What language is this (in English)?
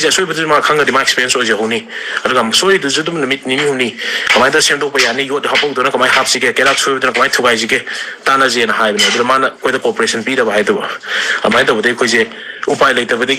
Manipuri